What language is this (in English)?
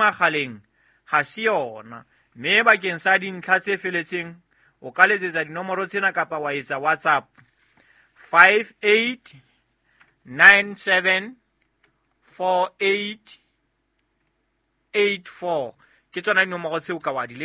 Southern Sotho